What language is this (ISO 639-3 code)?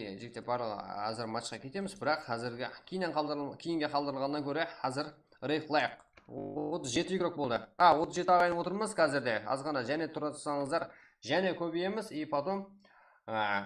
kaa